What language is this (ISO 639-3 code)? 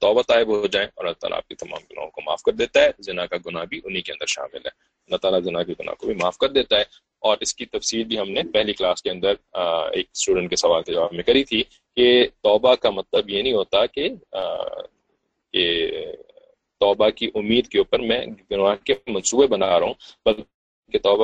urd